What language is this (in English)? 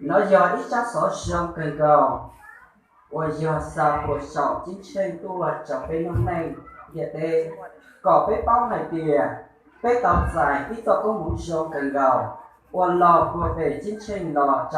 Hmong